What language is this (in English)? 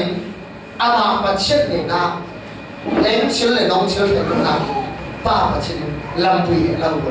Falam Chin